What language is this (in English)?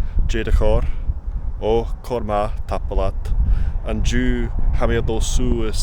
Scottish Gaelic